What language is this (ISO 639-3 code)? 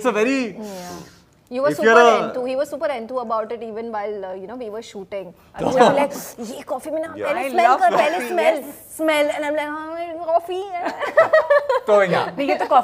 hin